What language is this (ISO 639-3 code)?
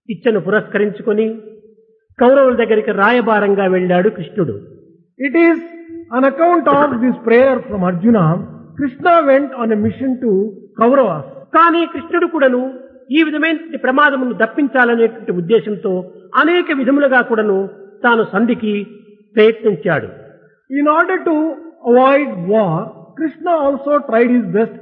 tel